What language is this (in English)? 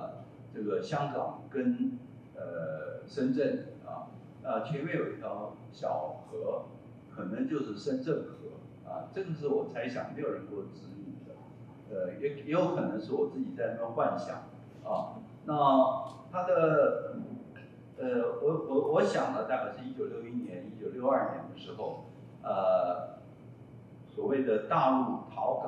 Chinese